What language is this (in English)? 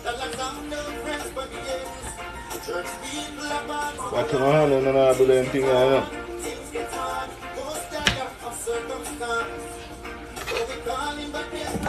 Jamaican Creole English